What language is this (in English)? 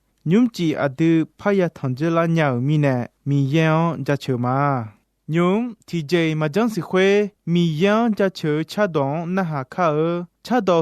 Akha